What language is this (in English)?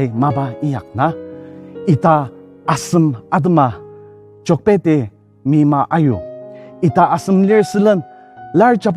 Ao Naga